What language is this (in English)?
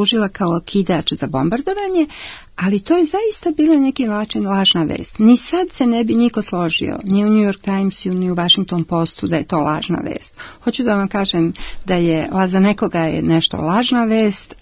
Serbian